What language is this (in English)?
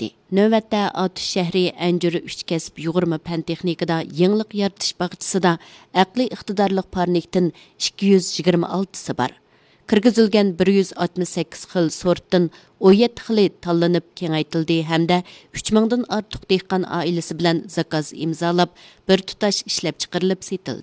Uyghur